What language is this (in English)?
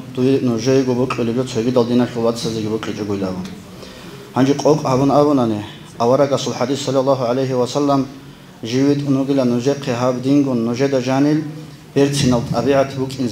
Avaric